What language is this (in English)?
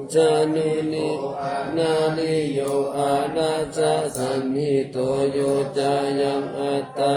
Pali